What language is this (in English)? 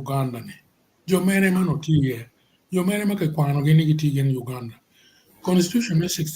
Acoli